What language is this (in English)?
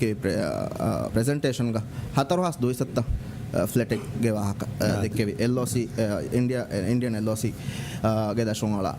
Divehi